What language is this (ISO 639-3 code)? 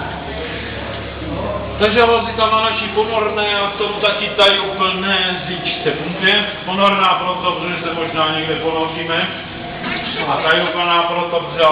ces